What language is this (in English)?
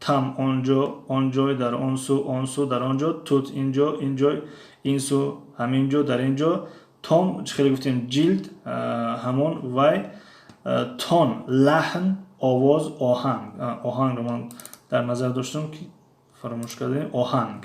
Tajik